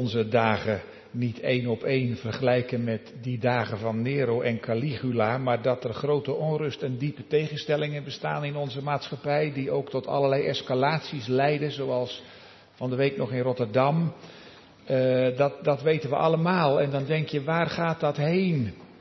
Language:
Dutch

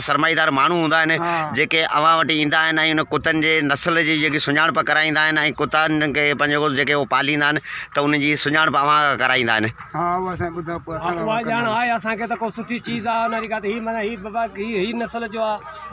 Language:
Sindhi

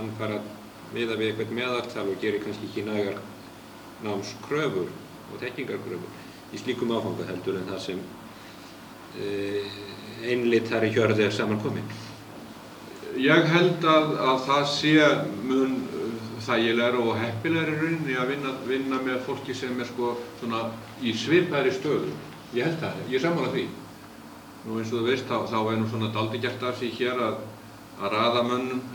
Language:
Icelandic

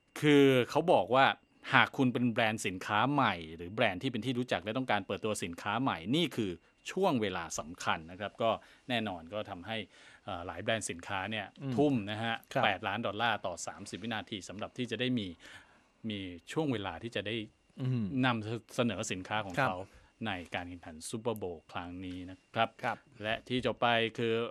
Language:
Thai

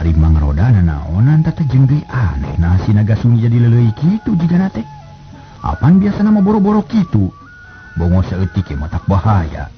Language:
Sundanese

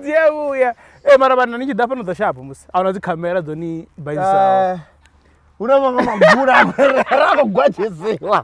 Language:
Venda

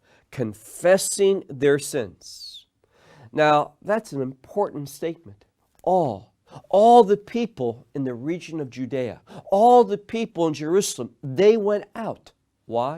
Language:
English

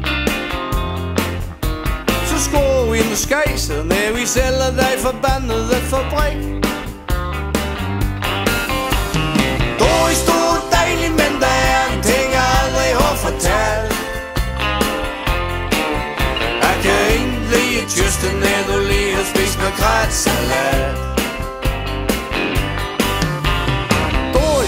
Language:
Danish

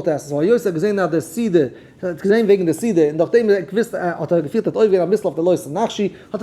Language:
Yiddish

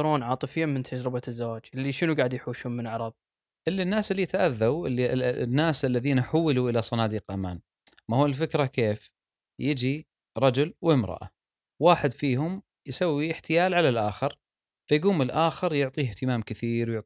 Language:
Gulf Arabic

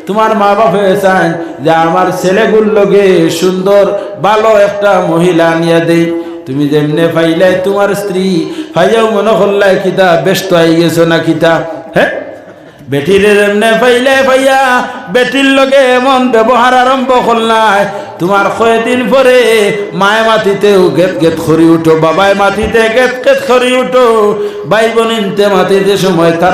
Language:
Sylheti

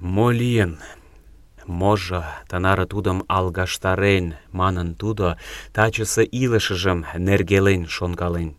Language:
Mari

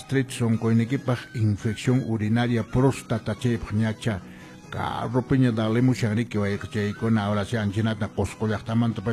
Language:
Quechua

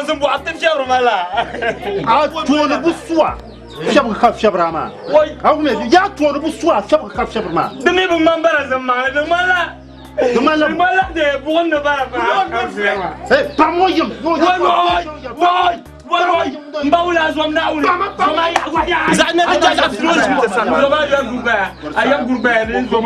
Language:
Dagbani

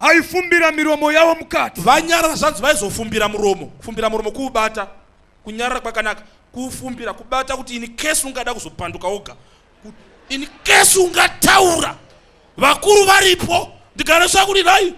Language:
Shona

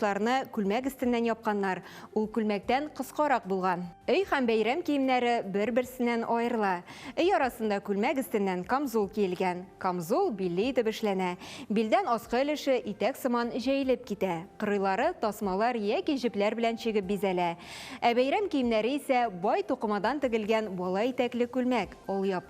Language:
Tatar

